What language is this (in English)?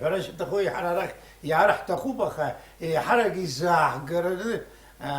Abkhazian